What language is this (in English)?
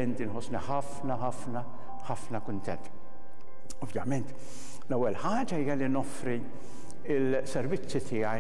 Maltese